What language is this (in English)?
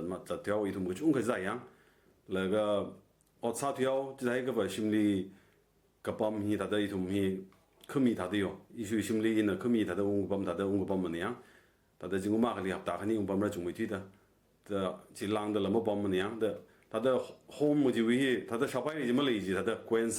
Tangkhul Naga (India)